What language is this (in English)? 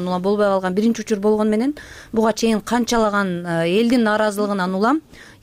Kyrgyz